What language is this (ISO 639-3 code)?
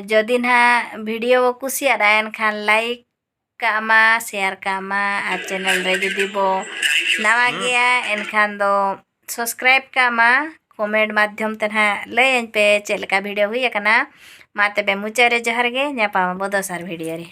sat